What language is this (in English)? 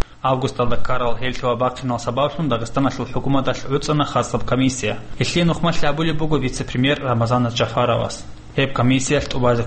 Avaric